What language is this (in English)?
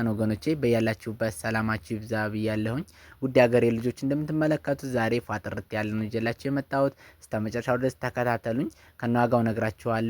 Amharic